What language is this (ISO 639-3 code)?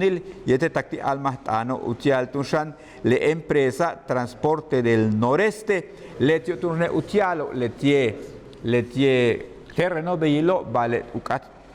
yua